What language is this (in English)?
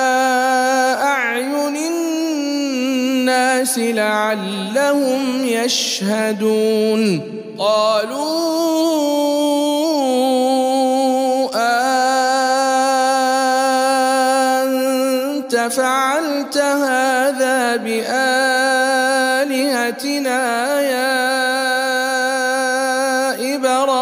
Arabic